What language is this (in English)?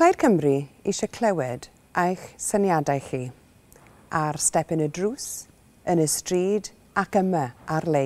Welsh